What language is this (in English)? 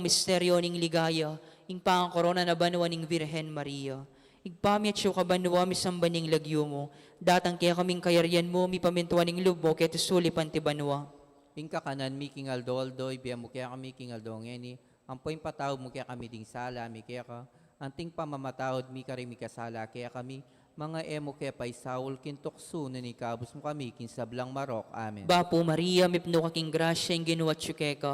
Pampanga